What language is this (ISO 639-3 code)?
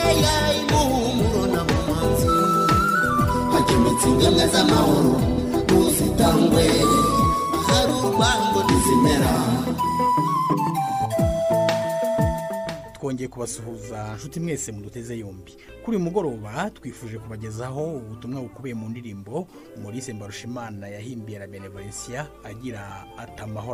kin